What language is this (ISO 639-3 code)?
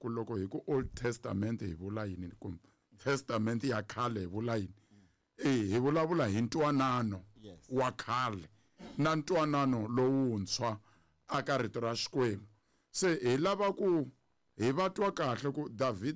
tso